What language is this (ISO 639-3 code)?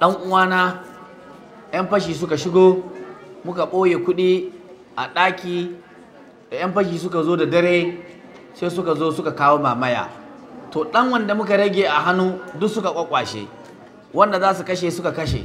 hau